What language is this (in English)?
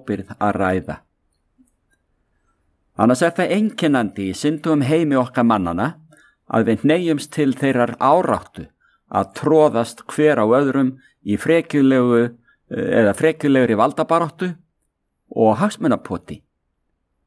Icelandic